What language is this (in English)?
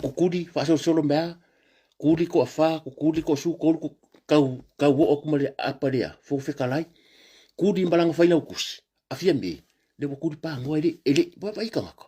Samoan